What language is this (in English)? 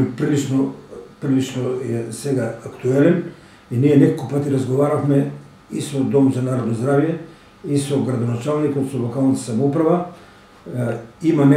Macedonian